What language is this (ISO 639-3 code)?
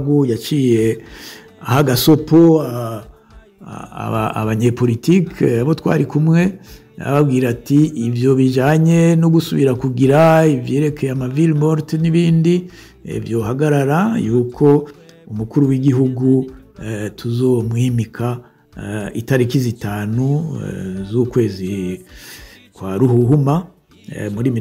run